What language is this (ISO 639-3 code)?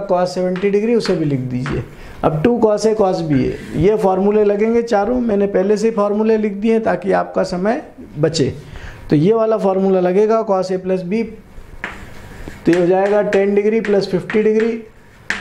hin